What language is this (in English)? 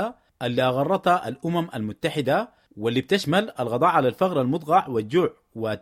Sudanese Arabic